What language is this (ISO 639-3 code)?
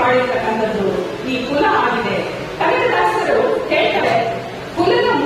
kan